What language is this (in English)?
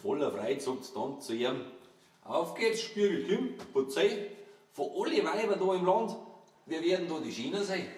Bavarian